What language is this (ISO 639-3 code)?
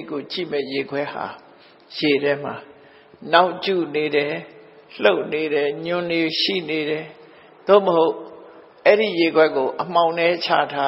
mya